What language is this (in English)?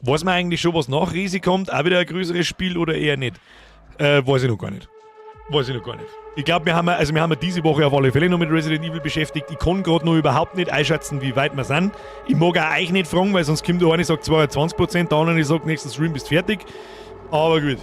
Bavarian